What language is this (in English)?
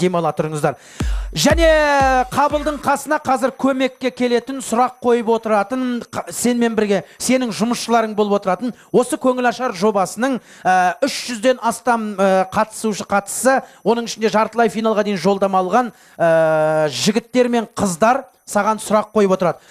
Kazakh